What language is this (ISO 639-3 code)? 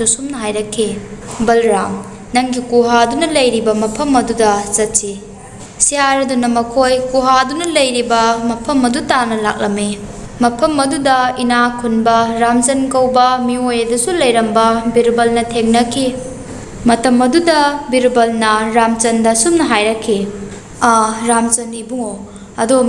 mni